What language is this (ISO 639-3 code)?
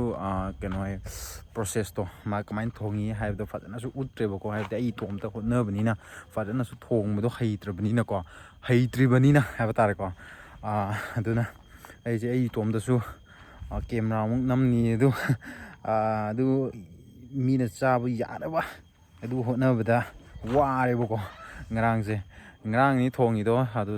mni